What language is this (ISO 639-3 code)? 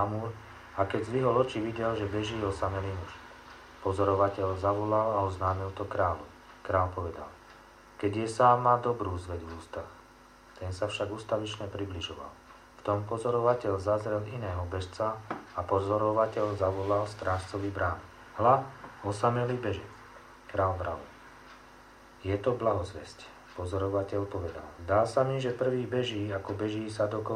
slk